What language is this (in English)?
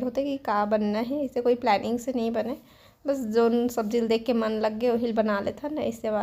Chhattisgarhi